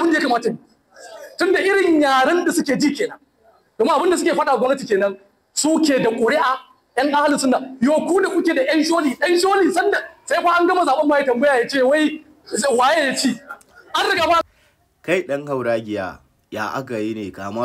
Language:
Hausa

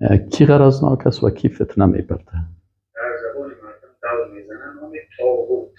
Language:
Persian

